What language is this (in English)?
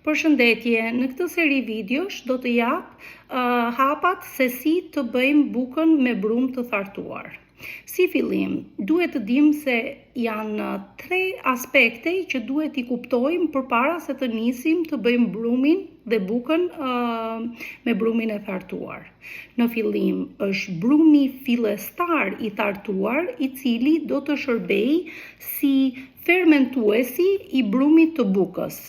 Albanian